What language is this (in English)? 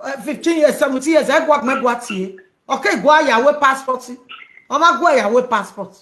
Nigerian Pidgin